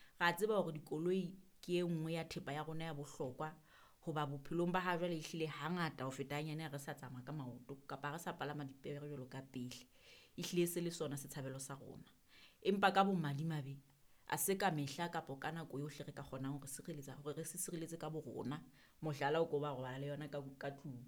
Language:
Southern Sotho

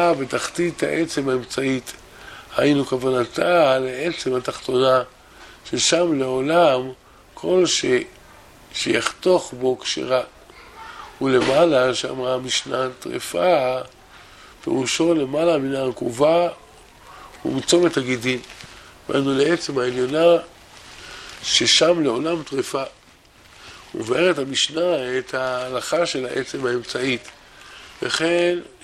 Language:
Hebrew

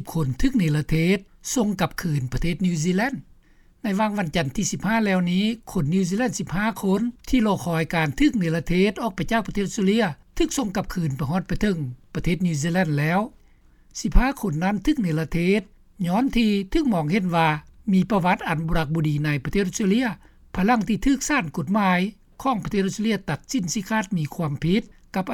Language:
Lao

